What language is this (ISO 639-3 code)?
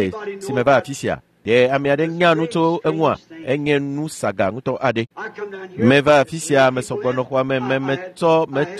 ewe